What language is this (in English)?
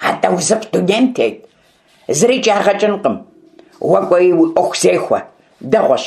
Kabardian